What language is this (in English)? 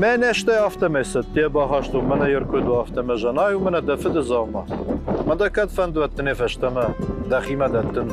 Ossetic